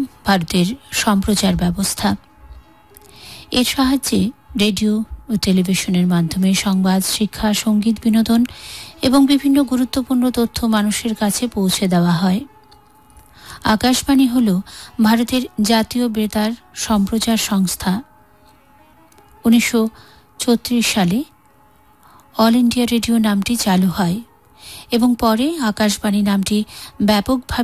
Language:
Bangla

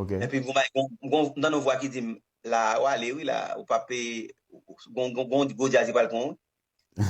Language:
Haitian Creole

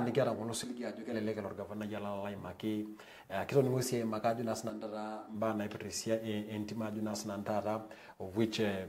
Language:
Masai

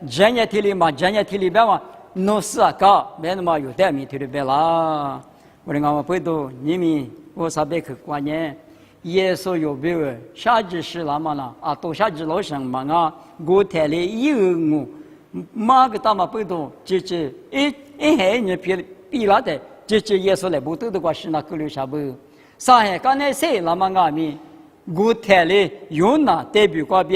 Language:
Lisu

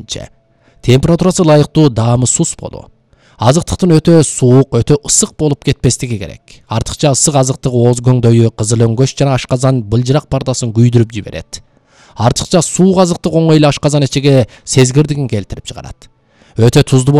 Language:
Kyrgyz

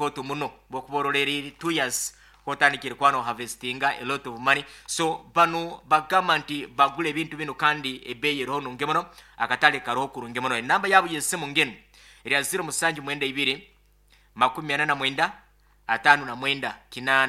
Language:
Nyankole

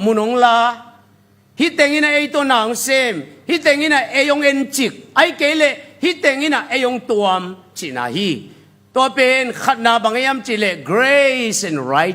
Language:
Tedim Chin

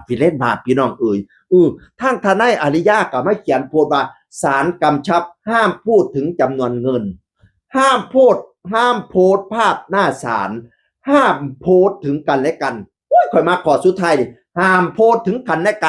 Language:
Northeastern Thai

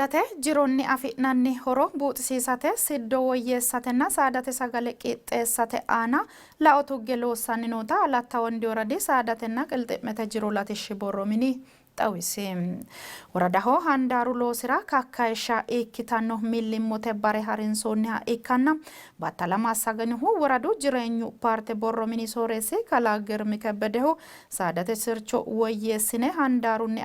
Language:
Sidamo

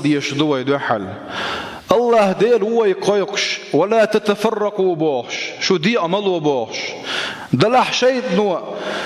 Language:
Chechen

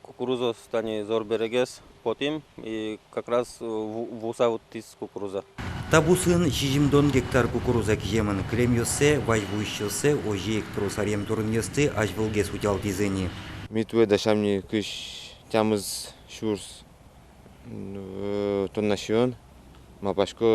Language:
Udmurt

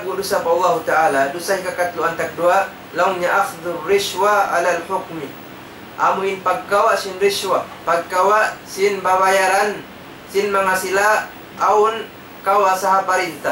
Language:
Tausug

